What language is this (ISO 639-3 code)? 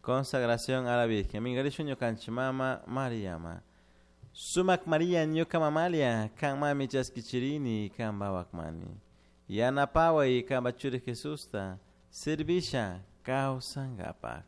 qug